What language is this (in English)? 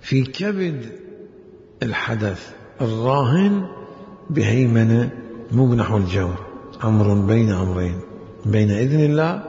Mesopotamian Arabic